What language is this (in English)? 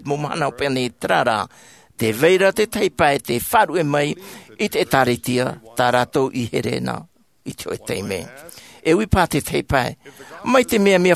Tahitian